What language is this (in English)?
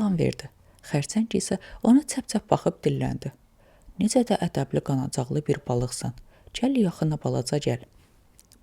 Azerbaijani